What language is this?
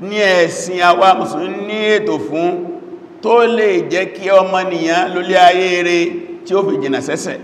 Yoruba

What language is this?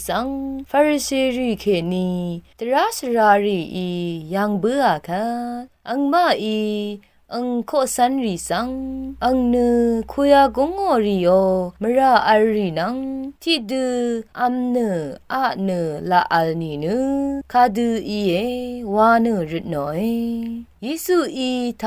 Rawang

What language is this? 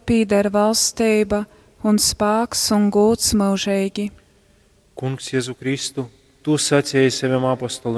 Latgalian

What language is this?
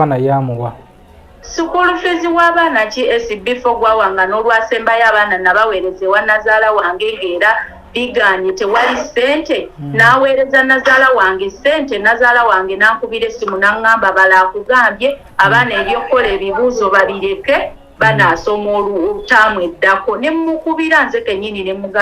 Ganda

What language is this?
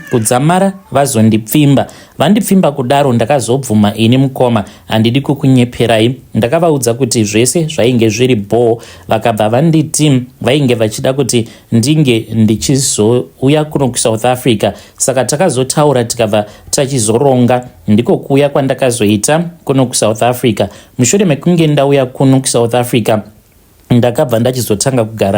Shona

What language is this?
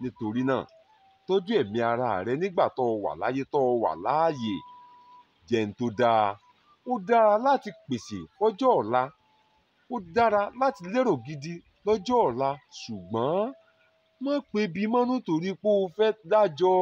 Yoruba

